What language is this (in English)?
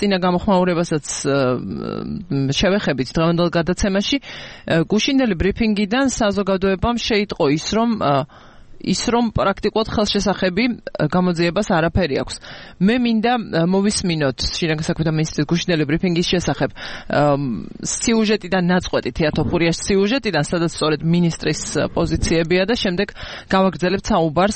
Georgian